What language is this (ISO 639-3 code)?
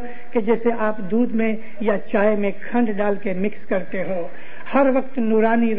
urd